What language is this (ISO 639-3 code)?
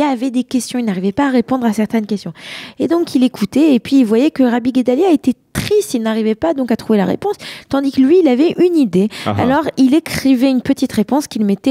fra